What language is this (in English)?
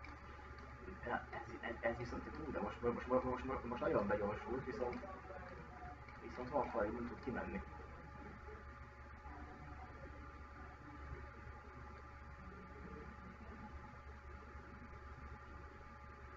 Hungarian